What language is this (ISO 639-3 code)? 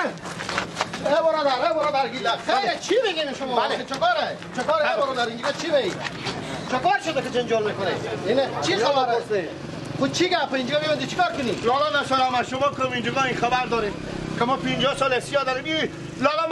fas